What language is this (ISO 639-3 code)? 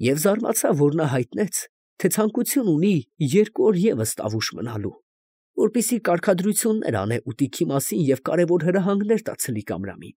hye